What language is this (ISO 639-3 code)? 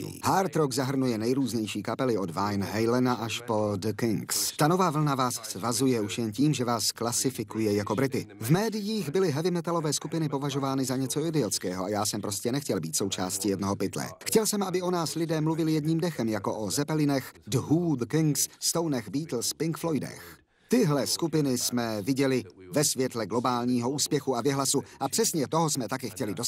ces